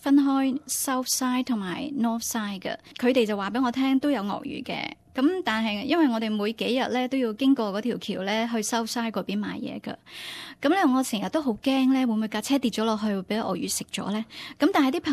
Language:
Cantonese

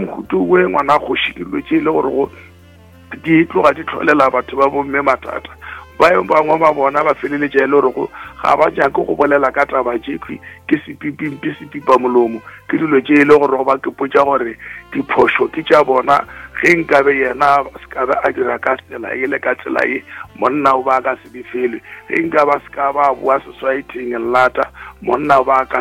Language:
Northern Sotho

